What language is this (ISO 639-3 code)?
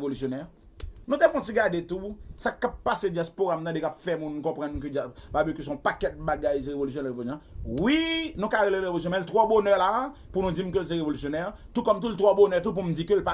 hat